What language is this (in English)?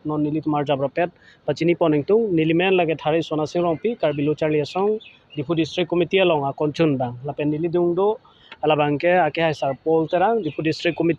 Karbi